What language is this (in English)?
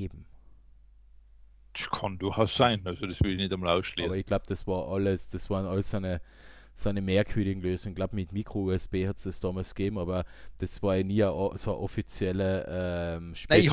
German